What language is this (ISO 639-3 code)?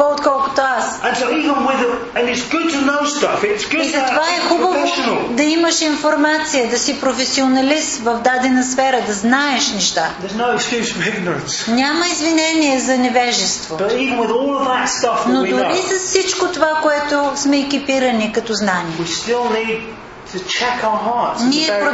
bul